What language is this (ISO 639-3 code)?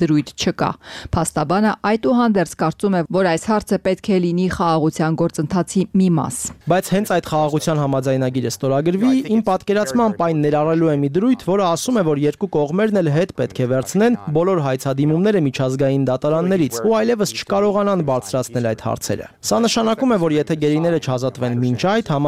hye